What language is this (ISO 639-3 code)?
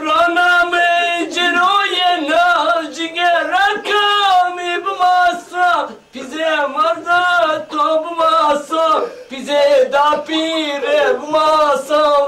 zza